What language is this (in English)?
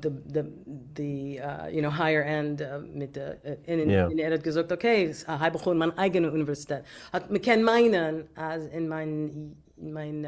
Yiddish